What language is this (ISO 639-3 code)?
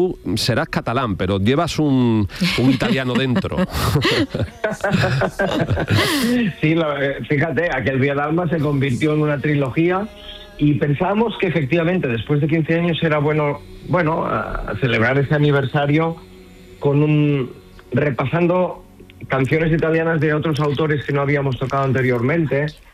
spa